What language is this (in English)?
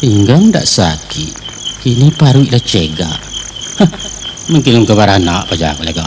Minangkabau